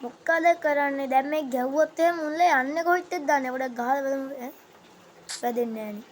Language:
Sinhala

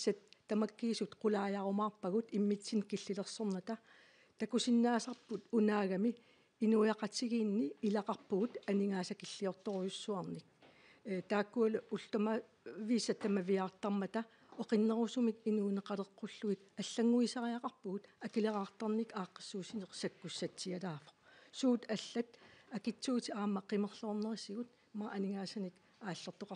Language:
Kalaallisut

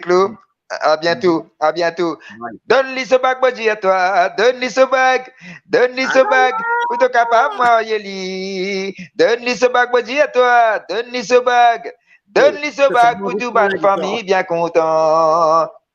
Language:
Morisyen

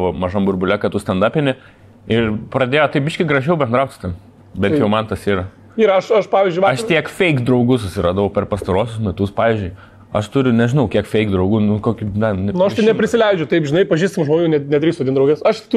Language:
Lithuanian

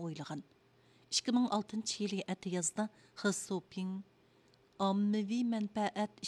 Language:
Uyghur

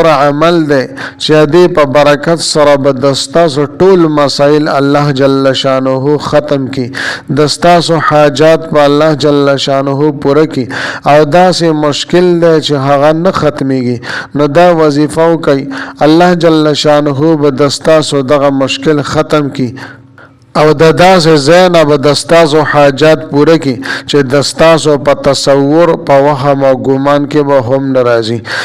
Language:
Pashto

